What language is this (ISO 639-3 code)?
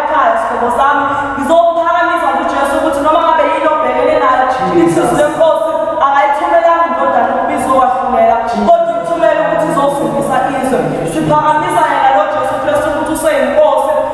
zul